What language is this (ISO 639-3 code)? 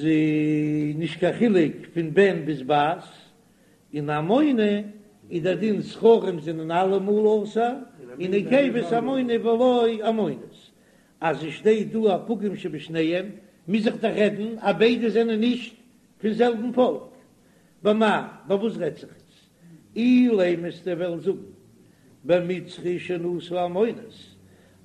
yid